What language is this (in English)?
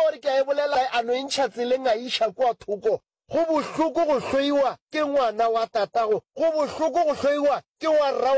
Northern Sotho